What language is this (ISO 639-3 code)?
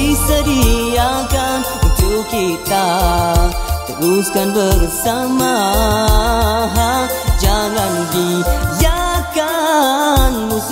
msa